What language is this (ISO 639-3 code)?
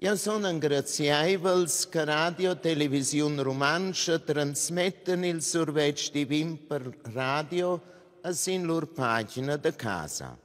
roh